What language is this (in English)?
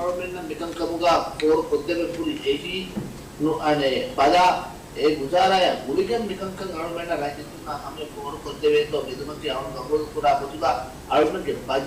Divehi